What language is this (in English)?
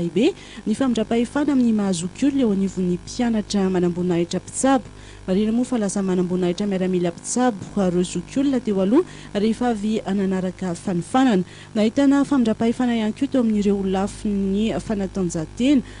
Malagasy